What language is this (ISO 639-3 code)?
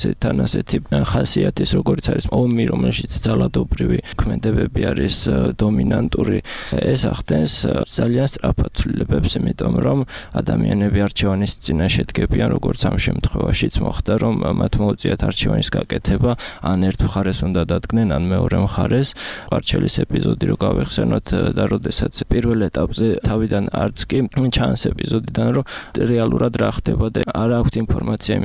kat